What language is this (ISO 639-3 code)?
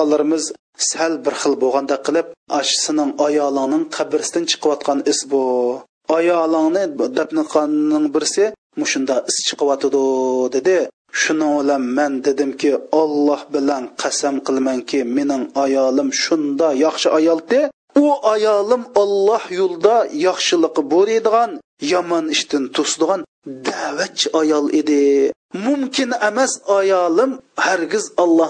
uig